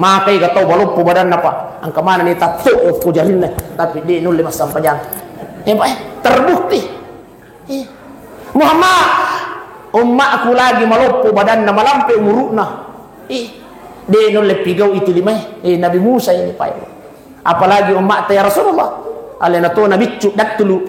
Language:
Buginese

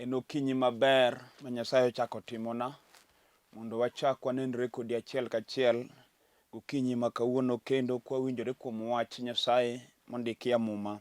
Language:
Luo (Kenya and Tanzania)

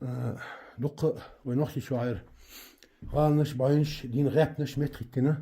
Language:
Chechen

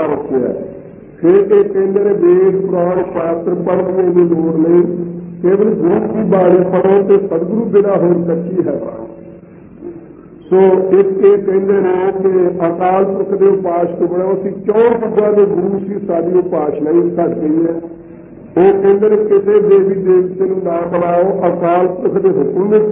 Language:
Punjabi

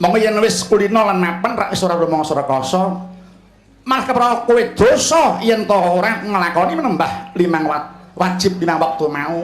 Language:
Javanese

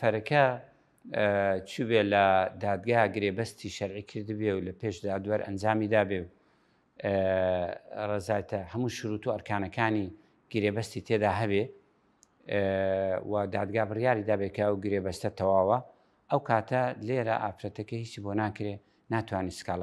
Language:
Central Kurdish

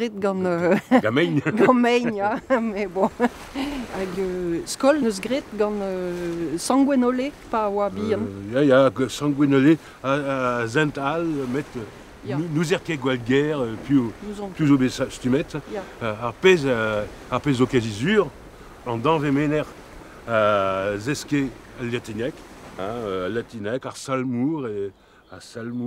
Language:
Breton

